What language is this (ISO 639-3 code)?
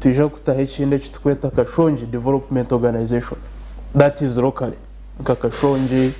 nyn